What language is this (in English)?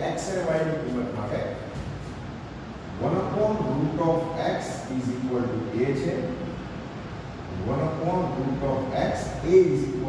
Gujarati